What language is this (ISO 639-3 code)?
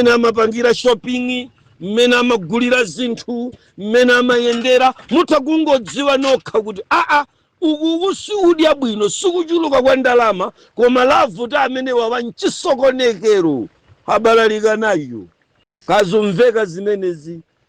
nya